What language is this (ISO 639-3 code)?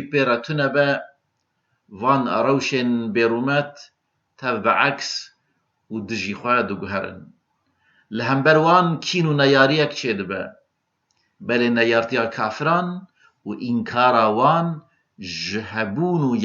kur